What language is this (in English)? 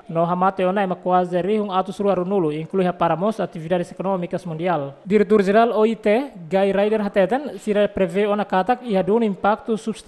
Tetum